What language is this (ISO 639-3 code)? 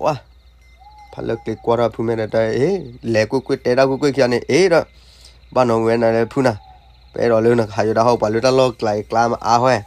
ksw